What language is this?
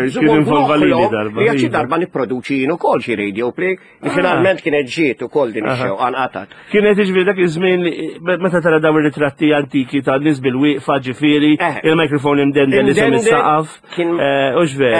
Maltese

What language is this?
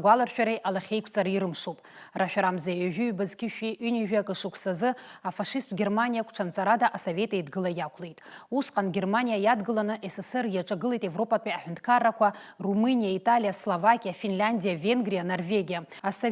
Abkhazian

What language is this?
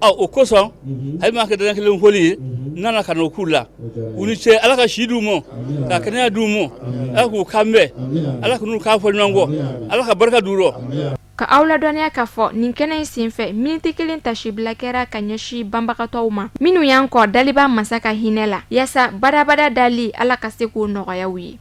Bambara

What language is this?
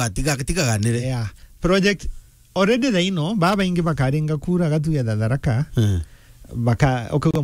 Meru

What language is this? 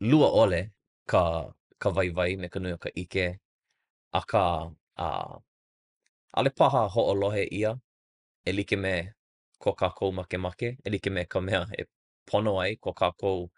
Hawaiian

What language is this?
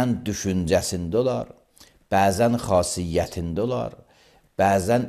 Azerbaijani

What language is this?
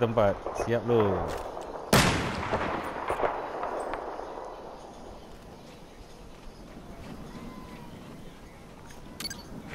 Malay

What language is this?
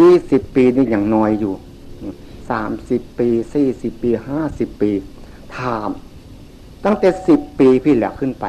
Northeastern Thai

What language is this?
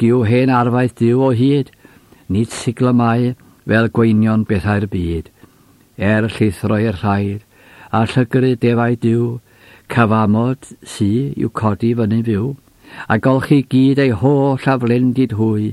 Welsh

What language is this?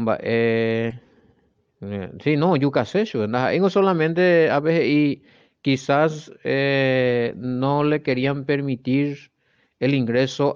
Guarani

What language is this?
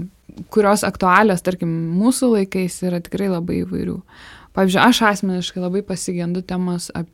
Lithuanian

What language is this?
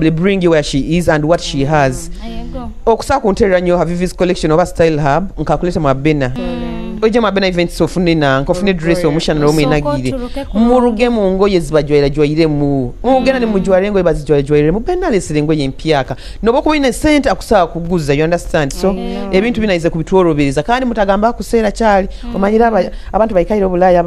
Nyoro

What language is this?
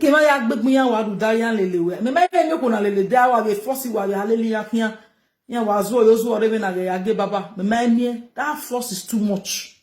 Nigerian Pidgin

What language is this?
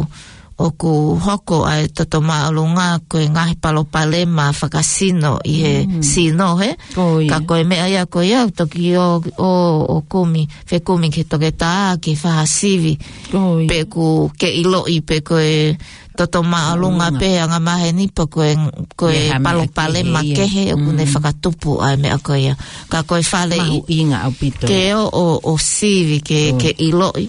Tongan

